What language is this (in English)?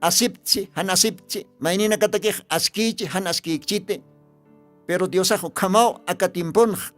Aymara